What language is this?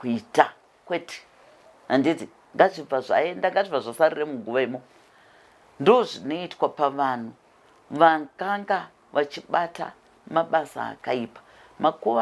Shona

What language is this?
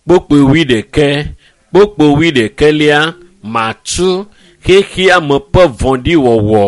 Ewe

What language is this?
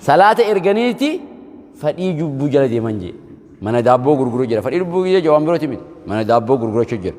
Oromo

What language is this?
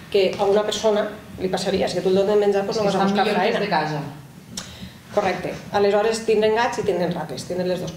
Catalan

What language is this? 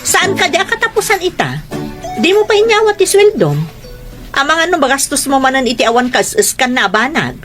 Iloko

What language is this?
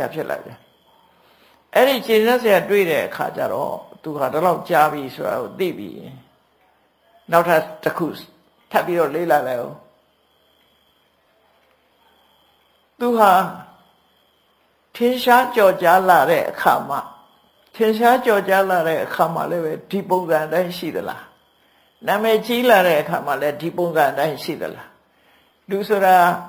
Burmese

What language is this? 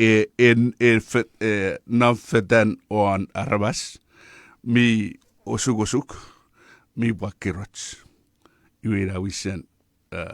Chuukese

